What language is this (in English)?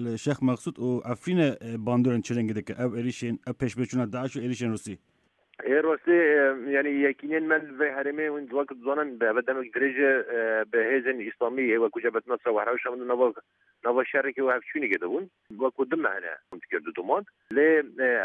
Kurdish